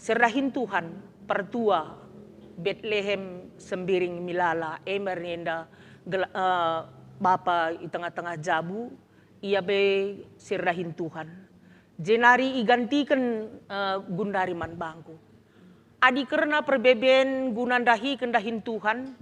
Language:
Batak Karo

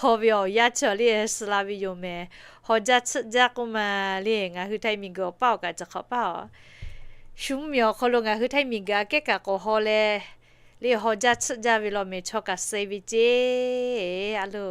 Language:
Lahu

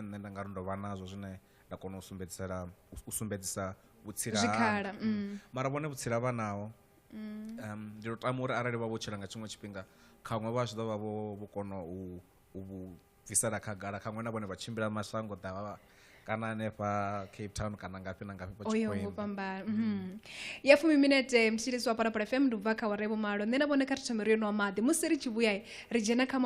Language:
Venda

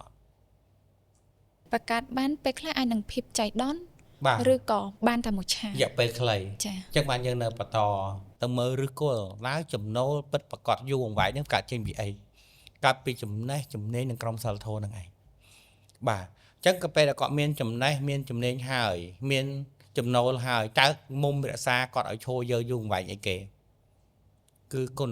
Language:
Khmer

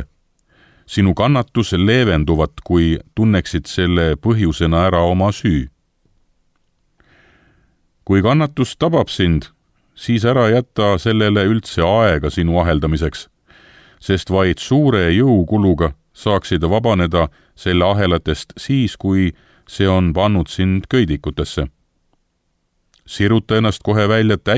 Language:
Estonian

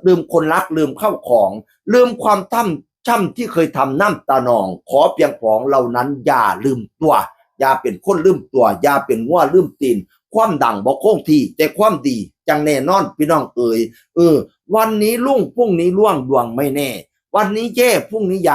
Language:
Northeastern Thai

